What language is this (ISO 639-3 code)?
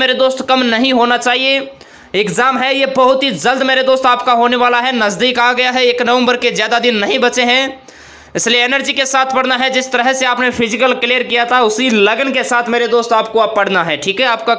hin